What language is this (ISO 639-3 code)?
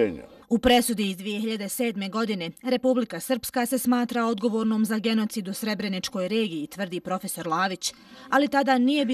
bos